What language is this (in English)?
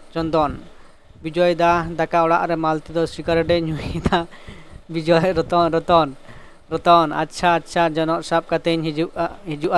Santali